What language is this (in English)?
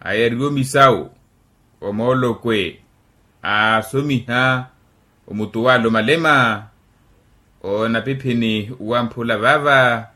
Makhuwa